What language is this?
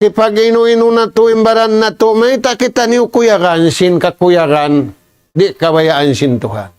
Tausug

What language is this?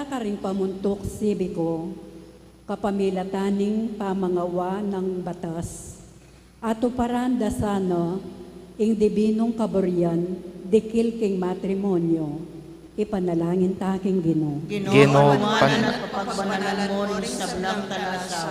Pampanga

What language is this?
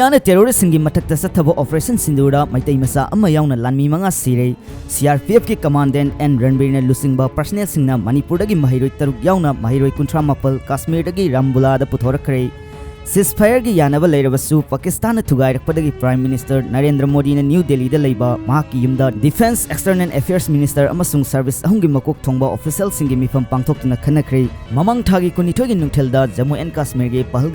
Manipuri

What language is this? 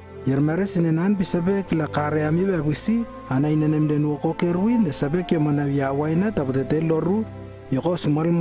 Lewo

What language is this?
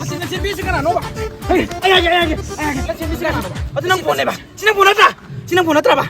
Manipuri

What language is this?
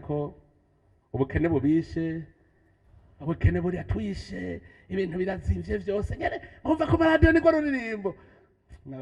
Rundi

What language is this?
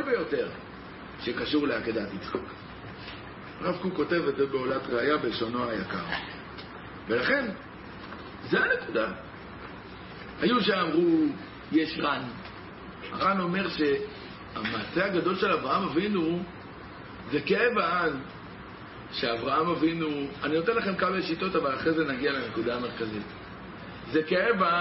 Hebrew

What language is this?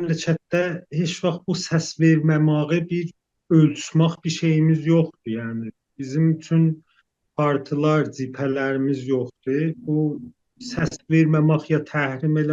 South Azerbaijani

